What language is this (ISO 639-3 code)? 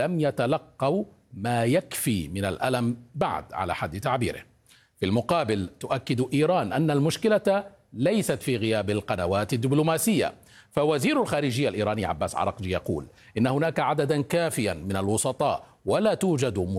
ara